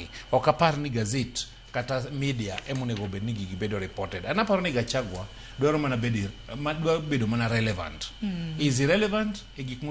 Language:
Luo (Kenya and Tanzania)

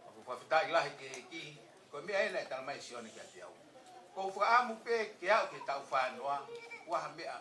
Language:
Tongan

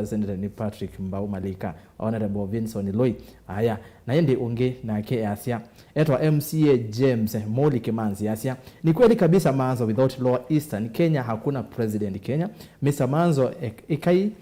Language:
Kamba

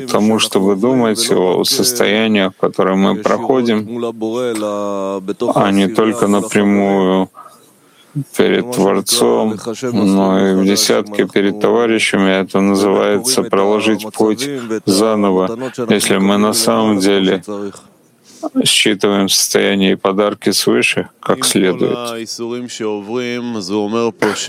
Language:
Russian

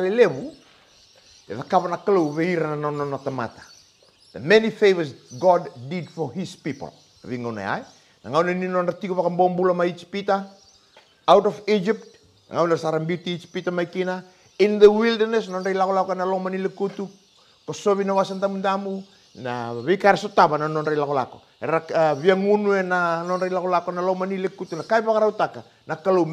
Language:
Fijian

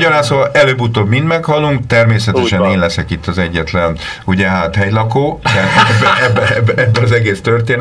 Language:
Hungarian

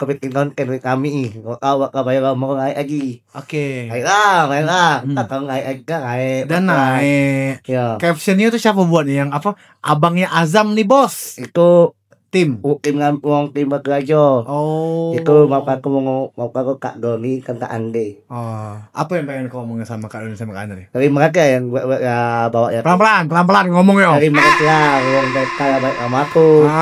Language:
Musi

